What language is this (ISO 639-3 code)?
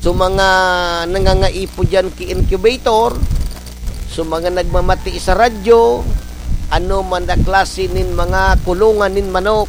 bik